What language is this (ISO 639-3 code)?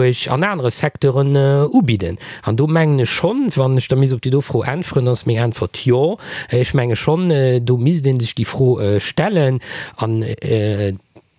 ltz